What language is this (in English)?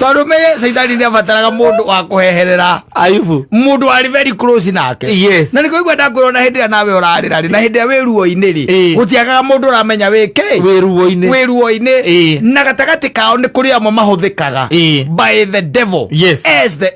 Kikuyu